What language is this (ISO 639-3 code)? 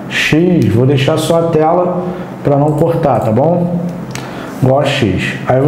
por